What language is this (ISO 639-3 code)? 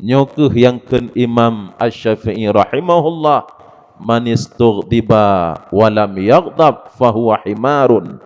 ace